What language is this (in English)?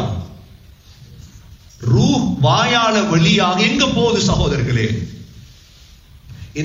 Tamil